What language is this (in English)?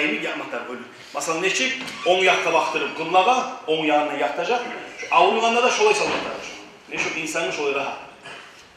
Kumyk